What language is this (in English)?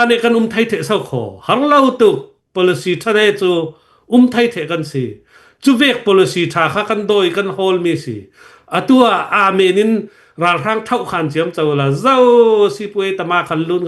Hakha Chin